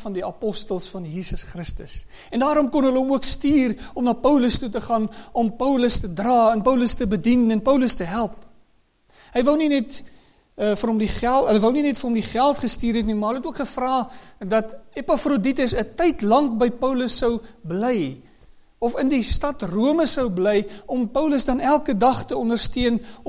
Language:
Afrikaans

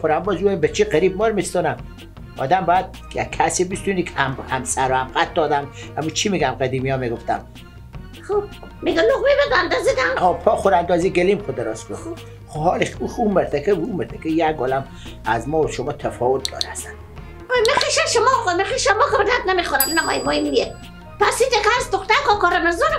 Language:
Persian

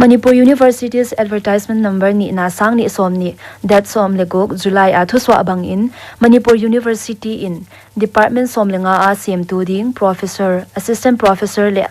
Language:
Paite Chin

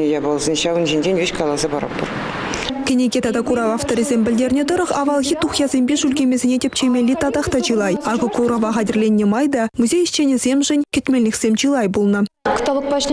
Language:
Chuvash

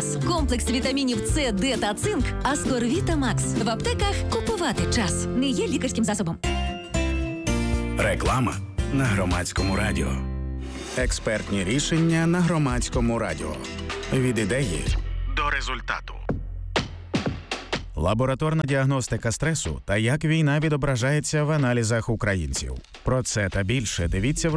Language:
Ukrainian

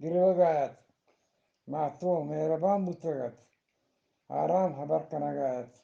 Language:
Eastern Balochi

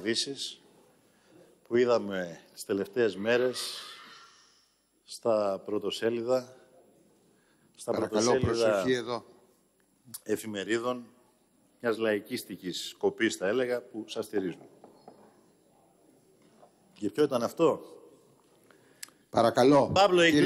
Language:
Greek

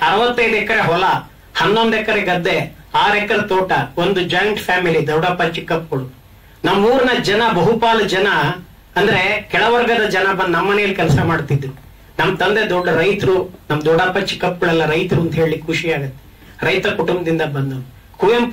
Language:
Kannada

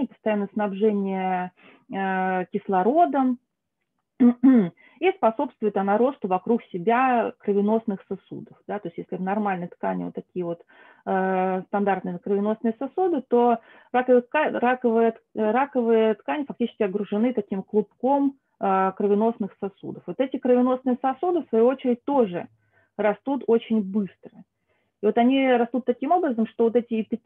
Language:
Russian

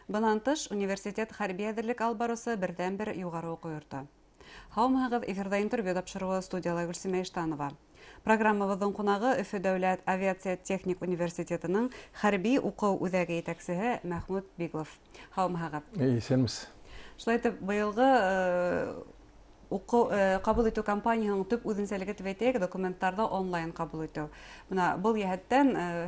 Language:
Bashkir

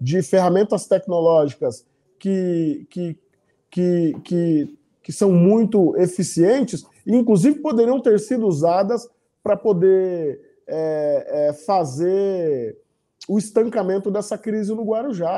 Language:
Portuguese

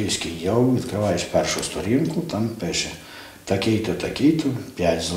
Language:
Ukrainian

